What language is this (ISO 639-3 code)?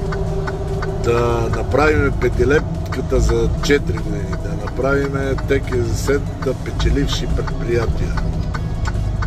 bul